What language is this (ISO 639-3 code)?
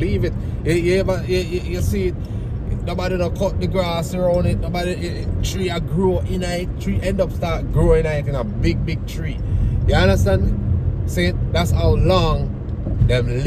jam